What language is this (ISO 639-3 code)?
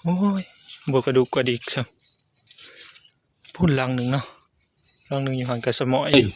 tts